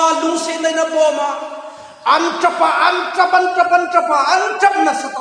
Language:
Hmar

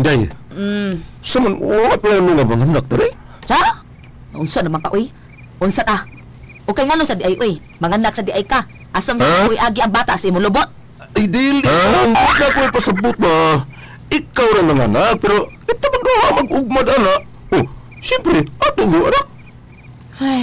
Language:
Cebuano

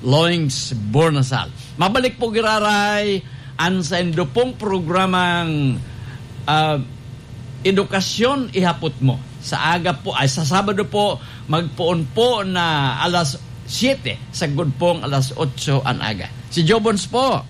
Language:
Bikol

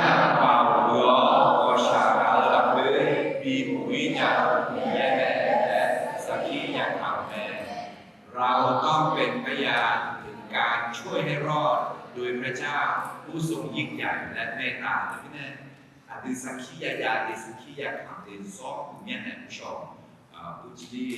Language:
Akha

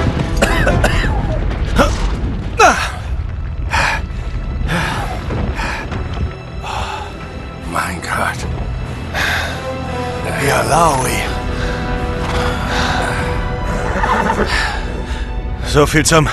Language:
German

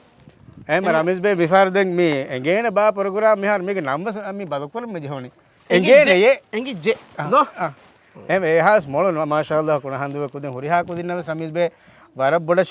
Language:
Divehi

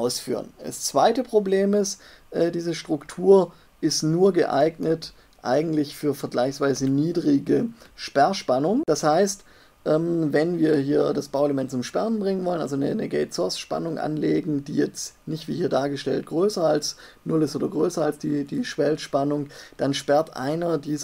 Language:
German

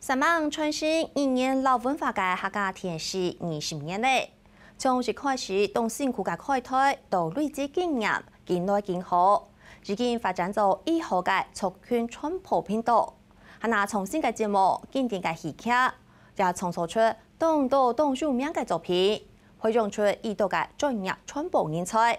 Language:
Hakka Chinese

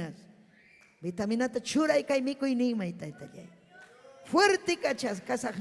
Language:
Ayacucho Quechua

